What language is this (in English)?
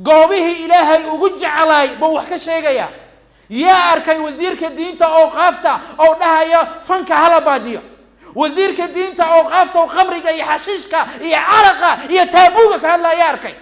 Somali